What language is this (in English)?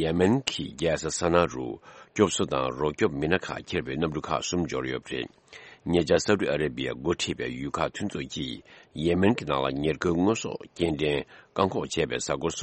Tibetan